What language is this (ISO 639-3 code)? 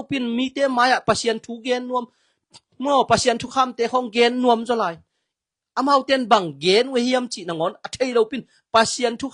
ctd